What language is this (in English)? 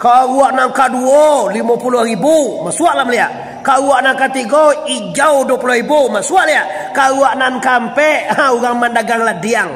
Minangkabau